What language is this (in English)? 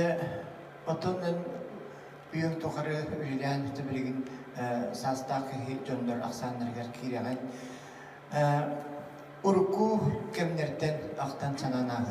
Yakut